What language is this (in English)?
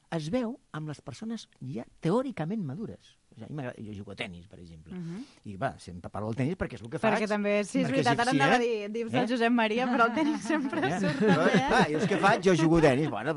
Catalan